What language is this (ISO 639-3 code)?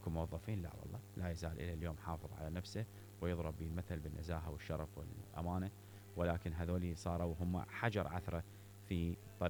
acm